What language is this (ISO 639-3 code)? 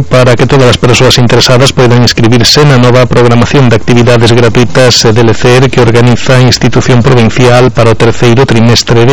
glg